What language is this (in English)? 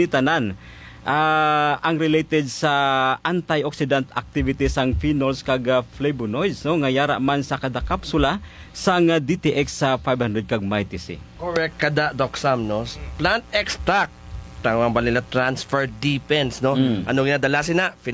Hiligaynon